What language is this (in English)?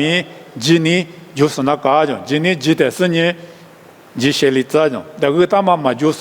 Lisu